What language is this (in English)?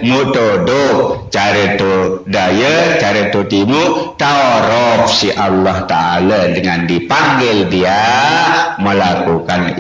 Sasak